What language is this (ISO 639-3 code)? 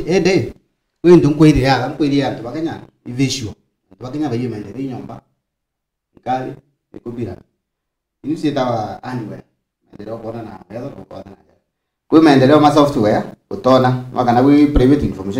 mer